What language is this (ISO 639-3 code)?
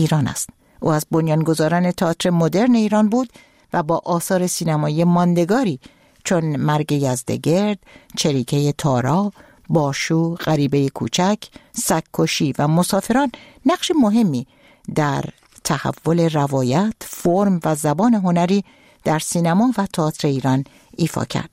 fas